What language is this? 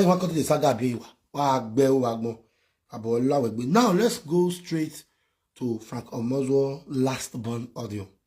Nigerian Pidgin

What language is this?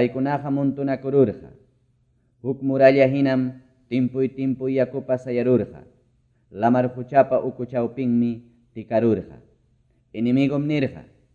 Ayacucho Quechua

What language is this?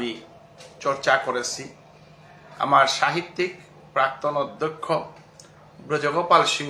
Bishnupriya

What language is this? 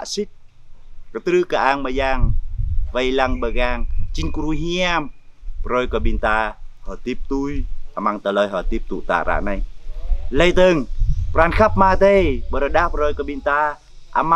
Jarai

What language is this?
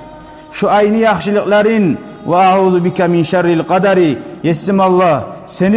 Kumyk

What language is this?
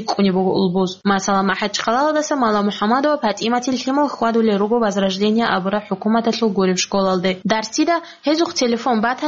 Avaric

